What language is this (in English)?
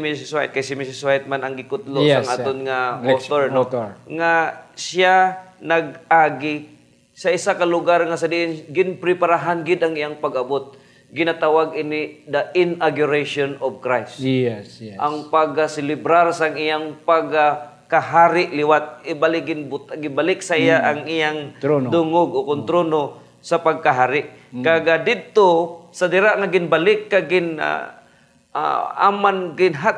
Hiligaynon